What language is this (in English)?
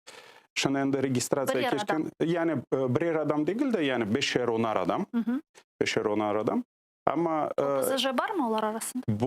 Crimean Tatar